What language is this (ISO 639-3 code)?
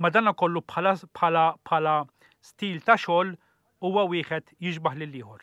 mlt